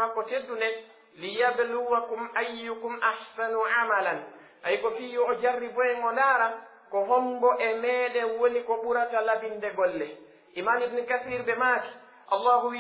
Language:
Pular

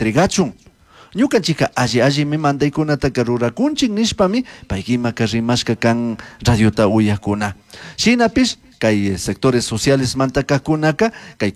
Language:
Chimborazo Highland Quichua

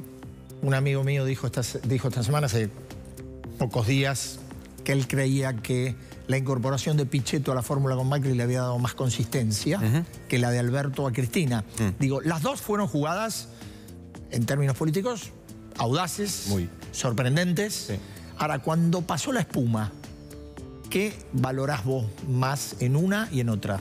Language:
Spanish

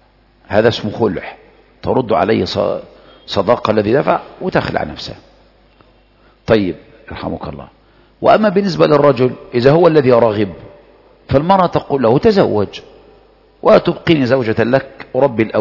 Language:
Arabic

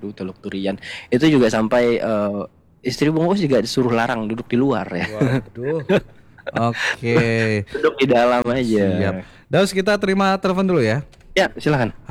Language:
Indonesian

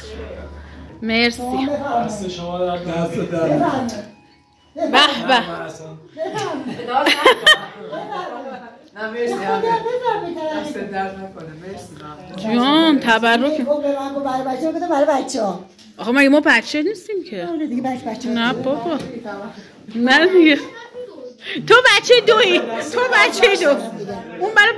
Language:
Persian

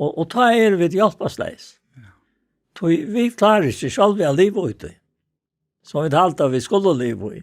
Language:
Faroese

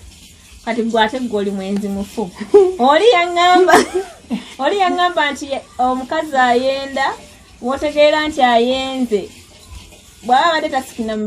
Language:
Ganda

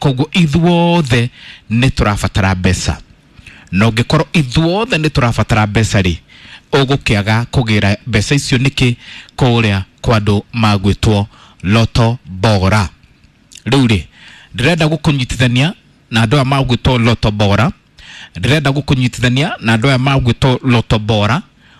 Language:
Kikuyu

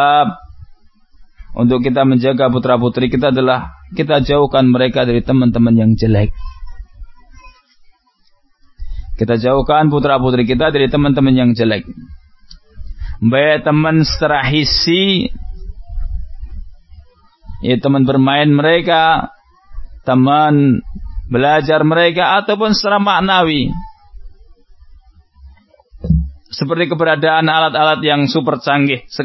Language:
Indonesian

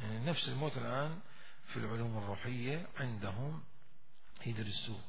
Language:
Mesopotamian Arabic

